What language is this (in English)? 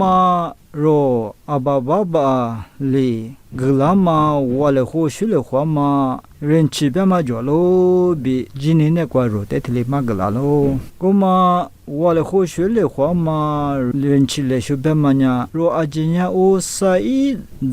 Lisu